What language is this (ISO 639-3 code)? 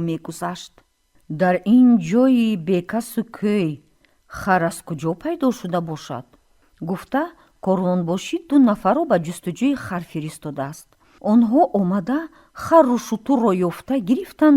tgk